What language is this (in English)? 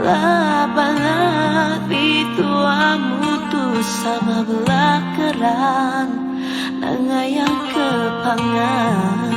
Iban